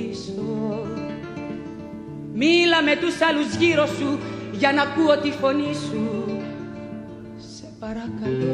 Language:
Greek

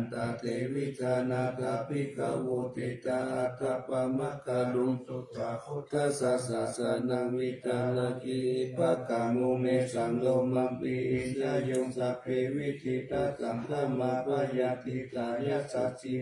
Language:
Pali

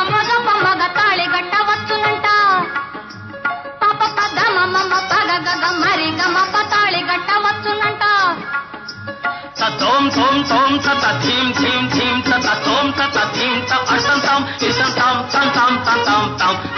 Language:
Telugu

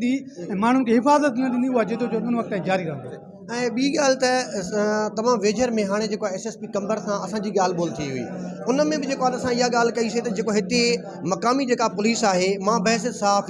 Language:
Sindhi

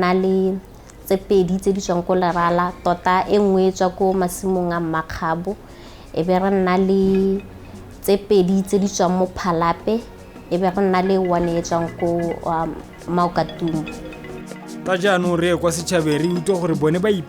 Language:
Tswana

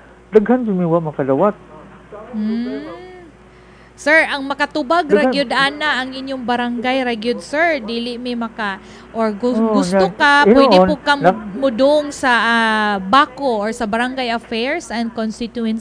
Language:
Cebuano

